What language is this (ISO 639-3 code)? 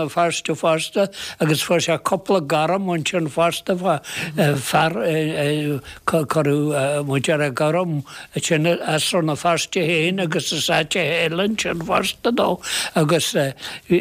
gle